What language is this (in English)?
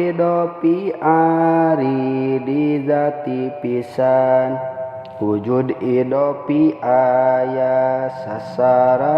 Sundanese